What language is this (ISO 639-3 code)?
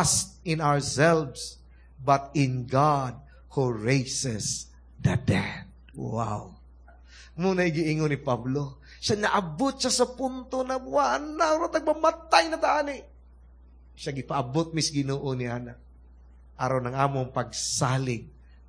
ceb